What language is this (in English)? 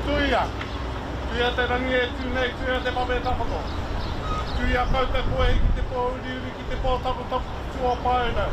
Māori